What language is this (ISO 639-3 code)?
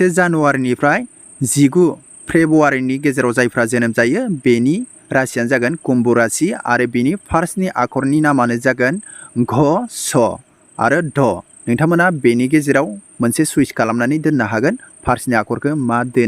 brx